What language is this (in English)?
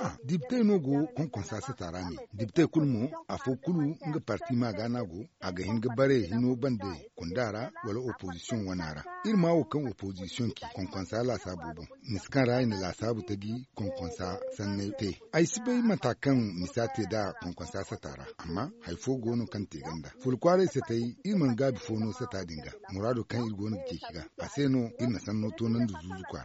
Zarma